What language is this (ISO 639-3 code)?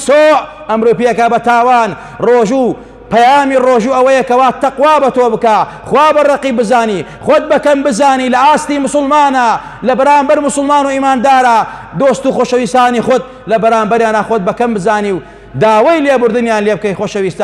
ckb